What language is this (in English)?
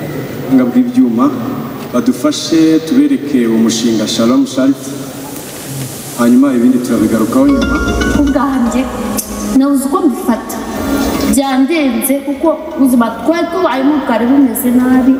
Kinyarwanda